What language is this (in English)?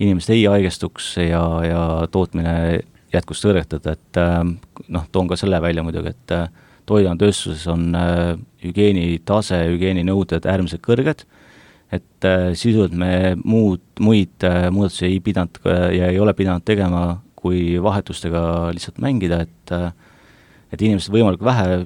Estonian